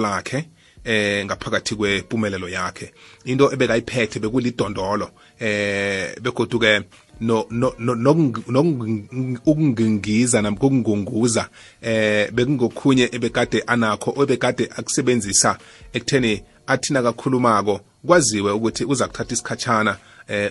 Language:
South Ndebele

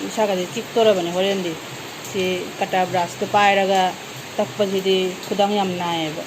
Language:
Manipuri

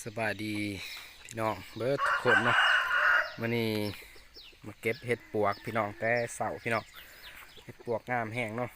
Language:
Lao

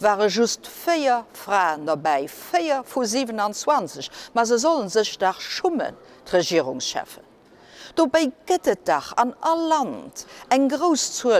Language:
Luxembourgish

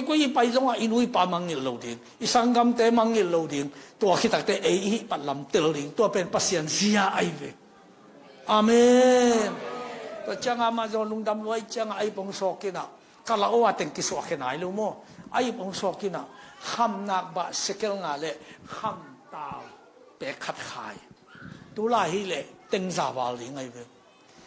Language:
Tedim Chin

